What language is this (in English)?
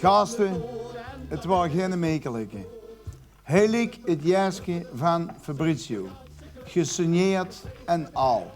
Limburgish